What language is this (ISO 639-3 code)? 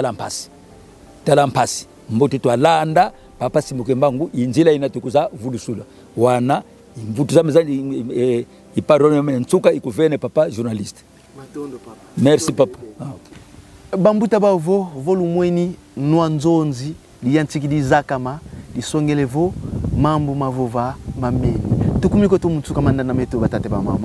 kon